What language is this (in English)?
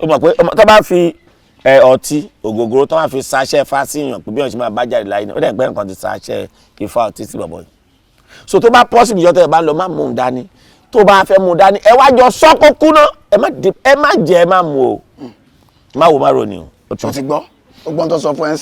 Yoruba